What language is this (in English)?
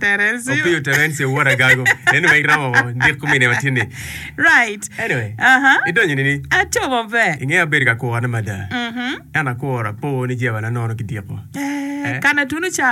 Acoli